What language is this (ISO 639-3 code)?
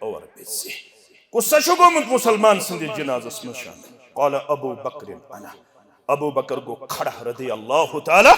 kas